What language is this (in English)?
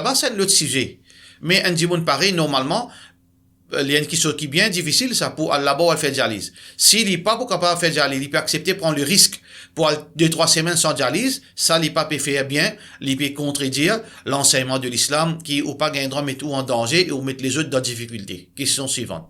Morisyen